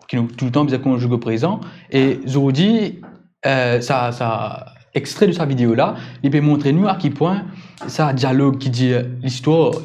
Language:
Morisyen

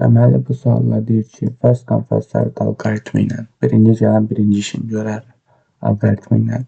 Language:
Azerbaijani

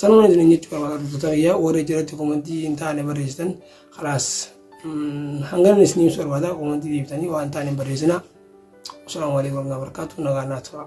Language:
Oromo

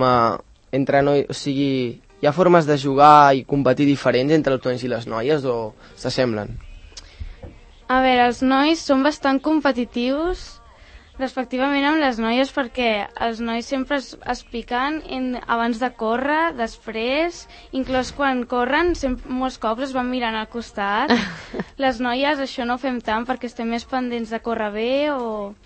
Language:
Catalan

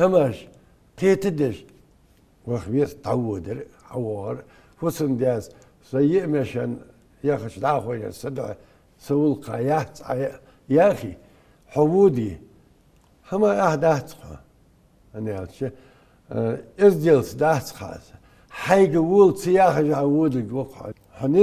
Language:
Ingush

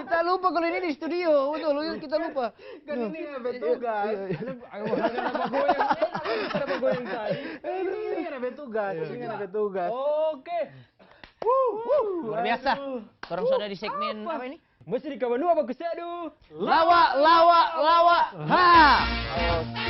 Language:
Manado Malay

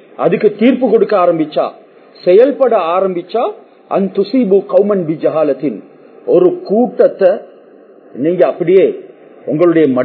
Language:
Tamil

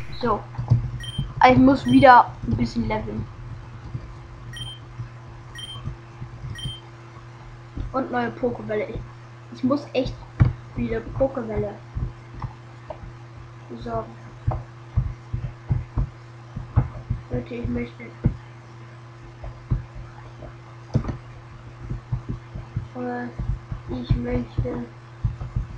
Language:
German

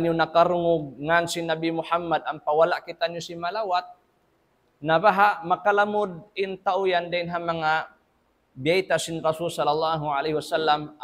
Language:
Tausug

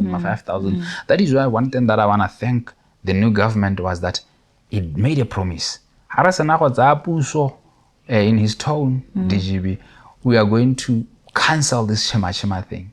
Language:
Tswana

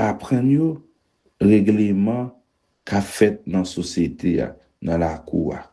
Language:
Haitian Creole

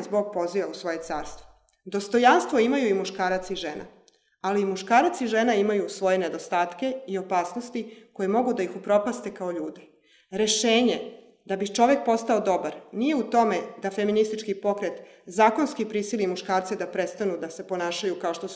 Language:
Serbian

